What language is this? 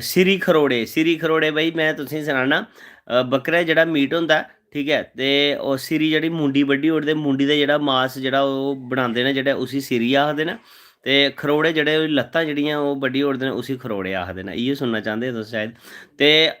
Dogri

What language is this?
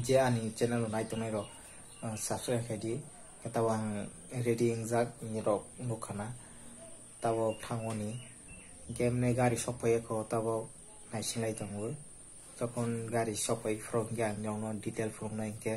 Kok Borok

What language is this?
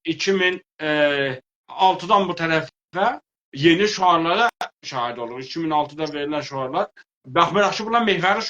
South Azerbaijani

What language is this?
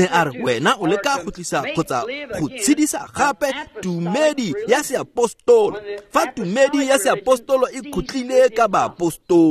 Tswana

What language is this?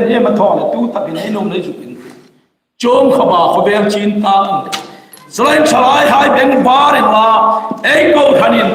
Hmar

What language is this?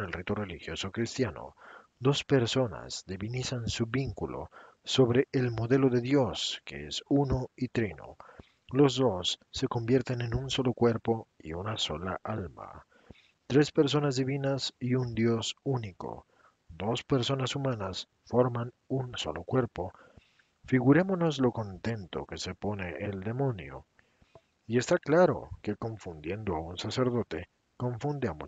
Spanish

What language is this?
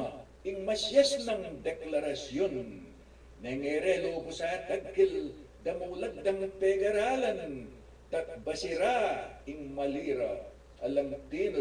Pampanga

